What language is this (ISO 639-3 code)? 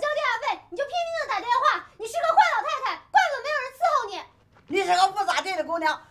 zho